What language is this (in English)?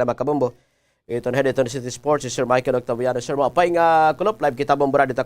Waray